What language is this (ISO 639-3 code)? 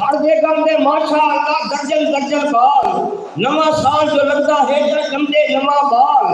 skr